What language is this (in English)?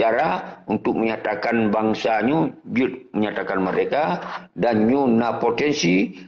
Achinese